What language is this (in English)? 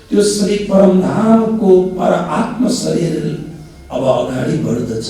Nepali